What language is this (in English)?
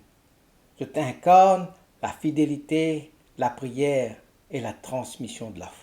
Morisyen